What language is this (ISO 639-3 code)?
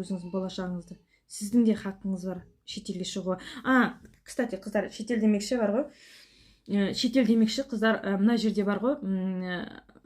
kaz